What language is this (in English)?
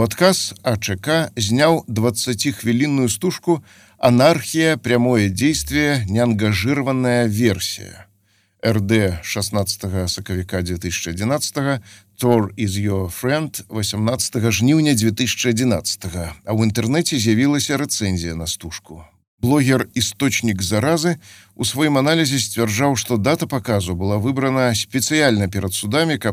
Belarusian